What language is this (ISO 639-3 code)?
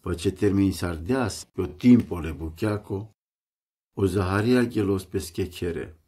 rom